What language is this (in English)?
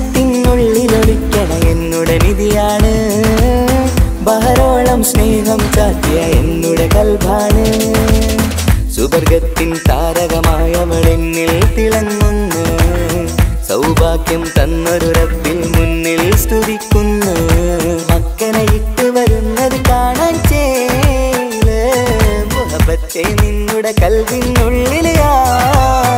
Malayalam